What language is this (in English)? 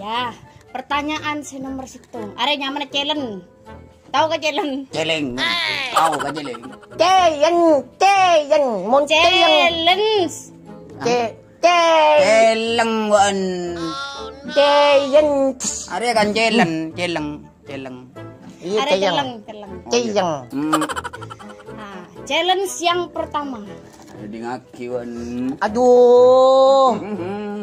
Madurese